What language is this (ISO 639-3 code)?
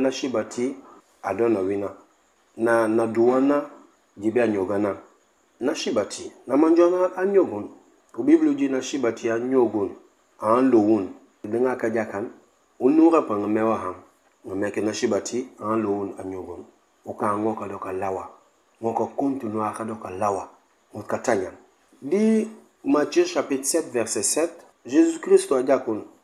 knf